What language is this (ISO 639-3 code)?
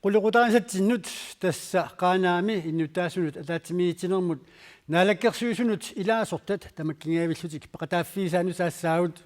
kal